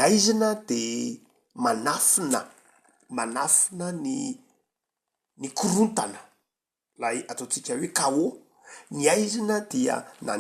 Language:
Malagasy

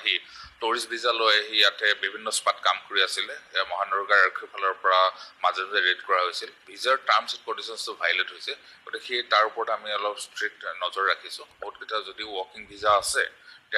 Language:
Assamese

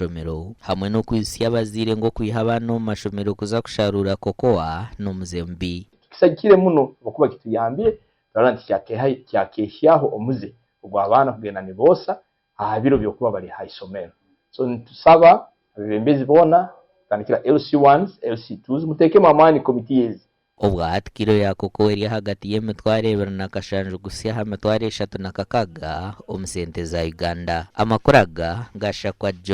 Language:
Nyankole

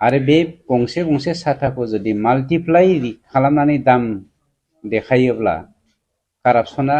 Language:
Bodo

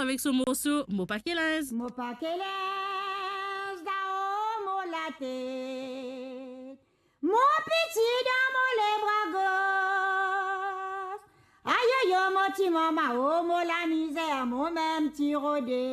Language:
Morisyen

